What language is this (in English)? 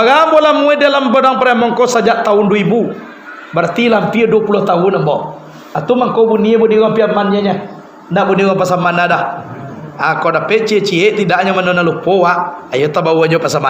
Minangkabau